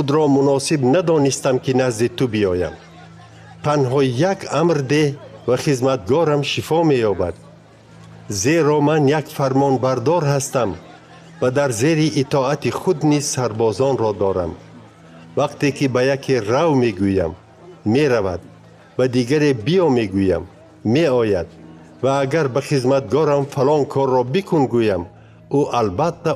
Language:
Tajik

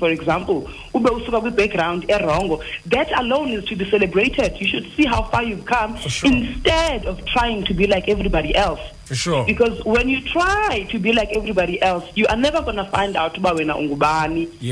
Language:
Xhosa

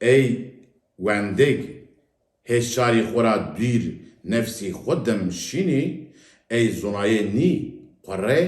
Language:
Zaza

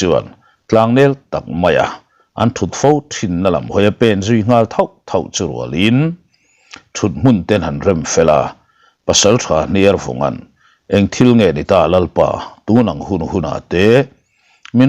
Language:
Mizo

